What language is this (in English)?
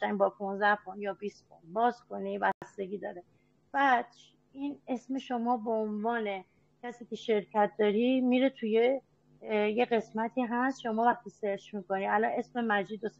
Persian